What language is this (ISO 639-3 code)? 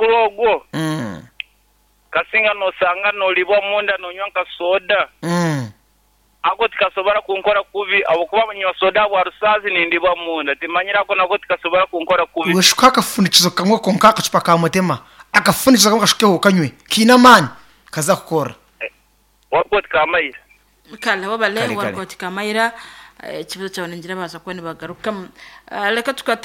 nyn